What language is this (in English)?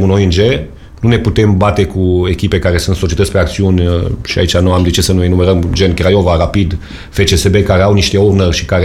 Romanian